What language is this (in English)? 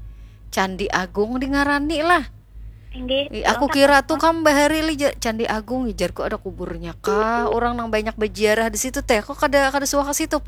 Banjar